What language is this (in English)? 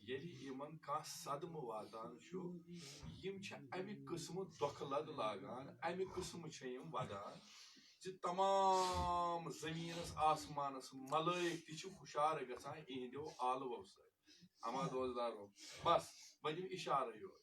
Kashmiri